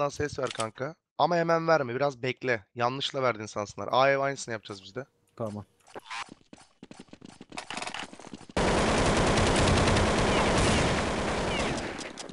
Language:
Turkish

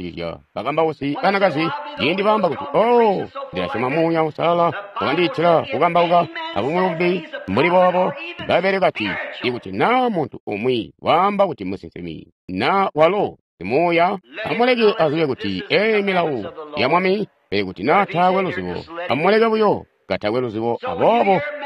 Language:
Tonga (Zambia)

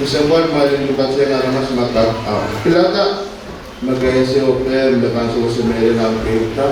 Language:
Pohnpeian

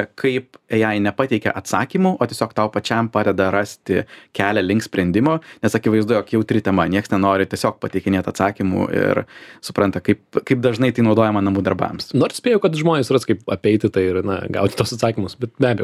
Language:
Lithuanian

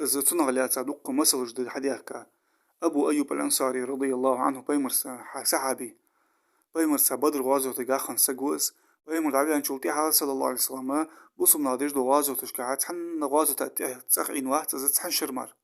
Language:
Ingush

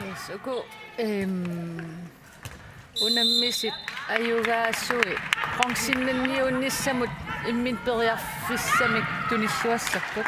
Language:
Kalaallisut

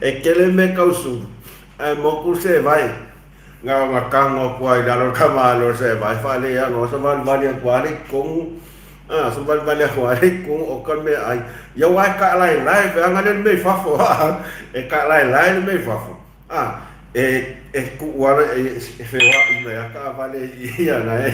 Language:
Samoan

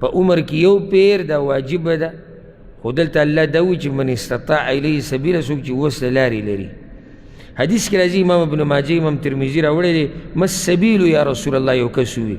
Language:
Pashto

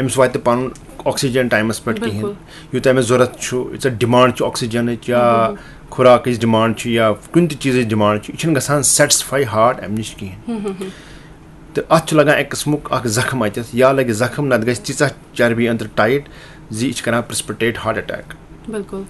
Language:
Kashmiri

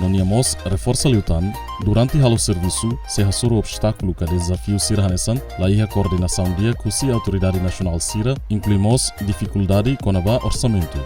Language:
Tetum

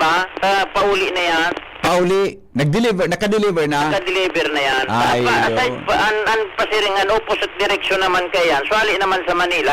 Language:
Bikol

